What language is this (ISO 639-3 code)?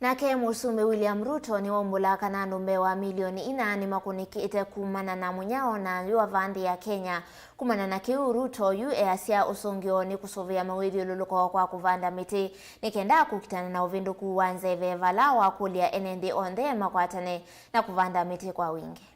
kam